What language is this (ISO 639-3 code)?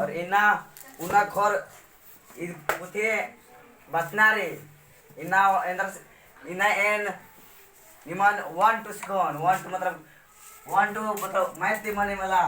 kru